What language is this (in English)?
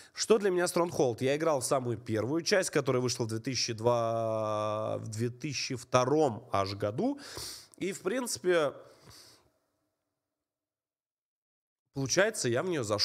Russian